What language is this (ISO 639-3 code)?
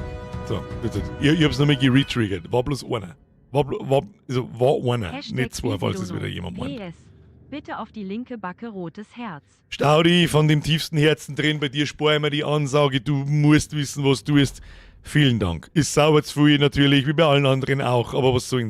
bar